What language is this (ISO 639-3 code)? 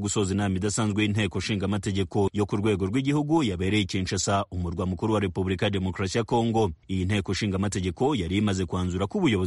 kin